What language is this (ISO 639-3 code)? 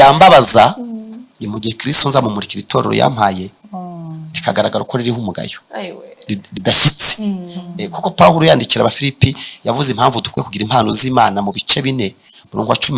kin